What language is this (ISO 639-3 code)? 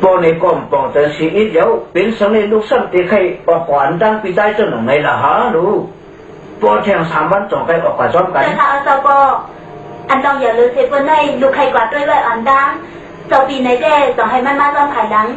shn